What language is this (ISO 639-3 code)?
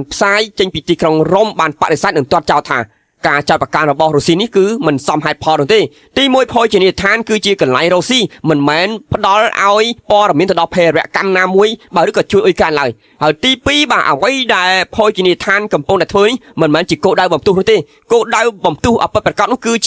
khm